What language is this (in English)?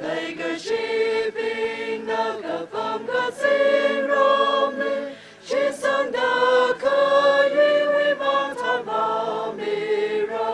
Tangkhul Naga (India)